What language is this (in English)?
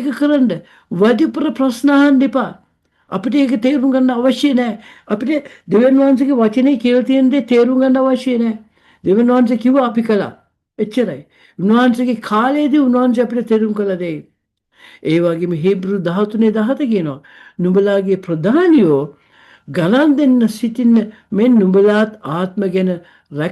Sinhala